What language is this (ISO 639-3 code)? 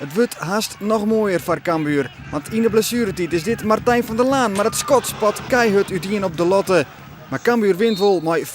fry